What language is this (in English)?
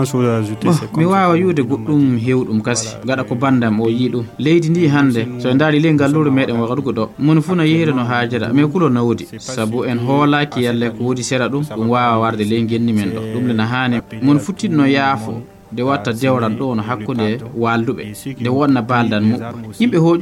Fula